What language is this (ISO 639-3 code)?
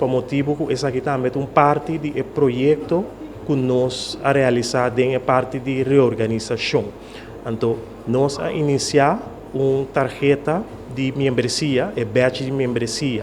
pap